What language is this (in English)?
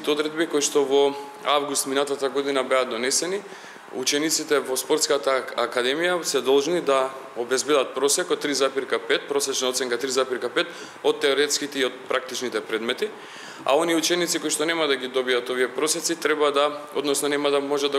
Macedonian